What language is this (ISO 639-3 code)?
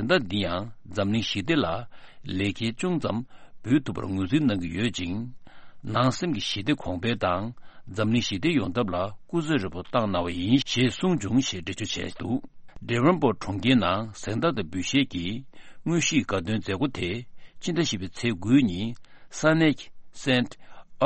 bod